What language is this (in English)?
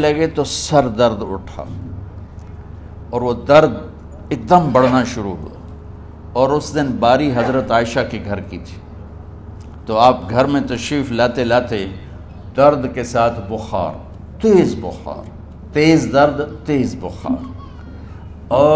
Urdu